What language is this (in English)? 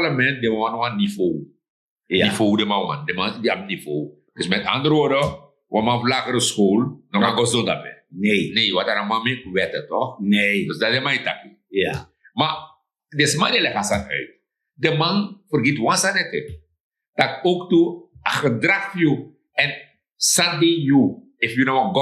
Sranan Tongo